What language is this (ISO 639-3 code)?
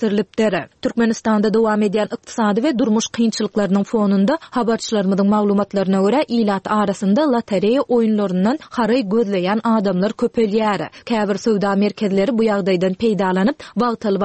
tuk